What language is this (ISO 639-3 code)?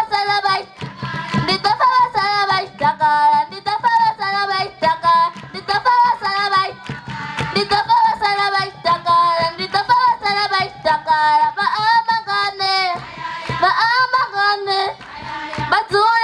ven